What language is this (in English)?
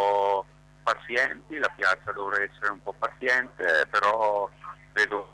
Italian